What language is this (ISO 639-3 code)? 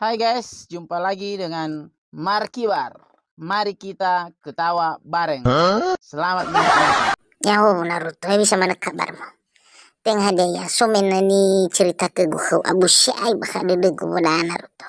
nia